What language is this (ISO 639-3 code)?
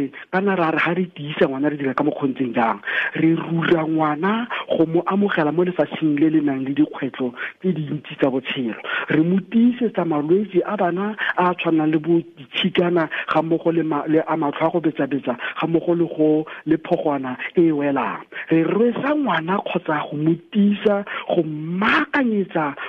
tsn